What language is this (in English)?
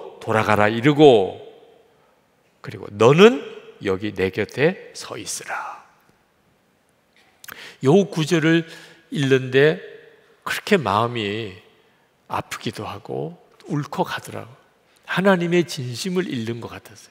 Korean